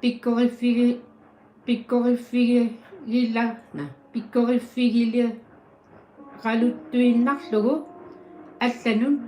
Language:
Kalaallisut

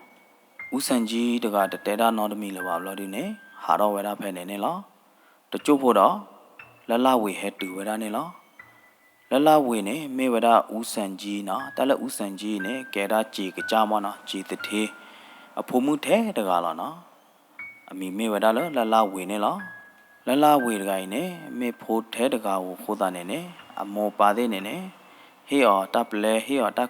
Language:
S'gaw Karen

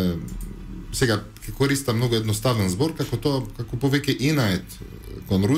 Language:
Macedonian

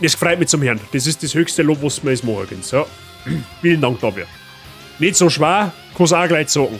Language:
Bavarian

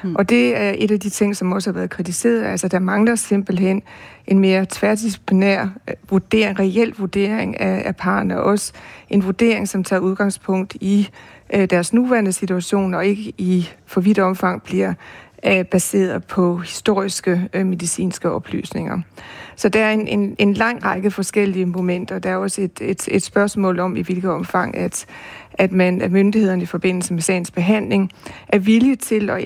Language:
Danish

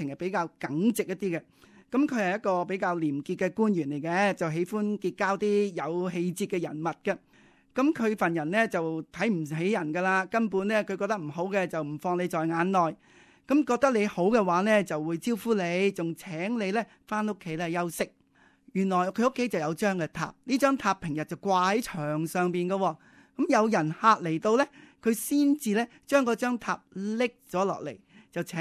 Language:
Cantonese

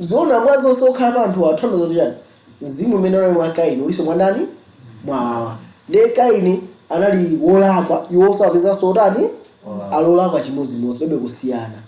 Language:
Nyanja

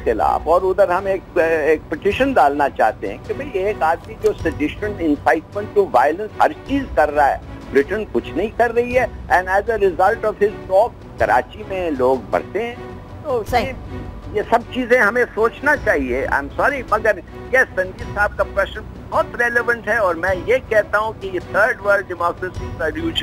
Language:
Urdu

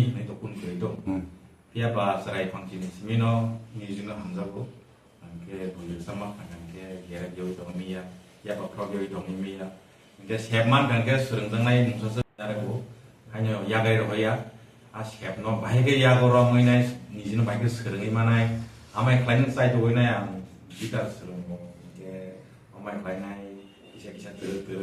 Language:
Kok Borok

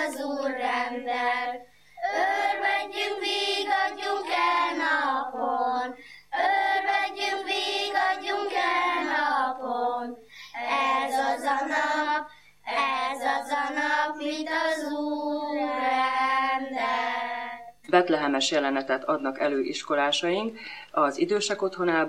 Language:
Hungarian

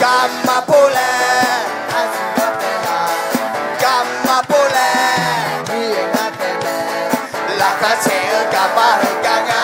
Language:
Akha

